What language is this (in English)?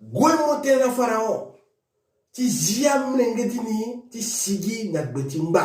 Sango